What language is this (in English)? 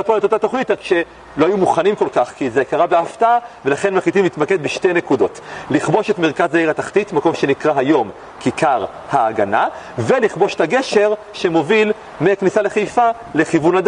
Hebrew